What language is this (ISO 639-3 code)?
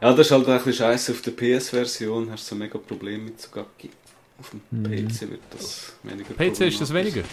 gsw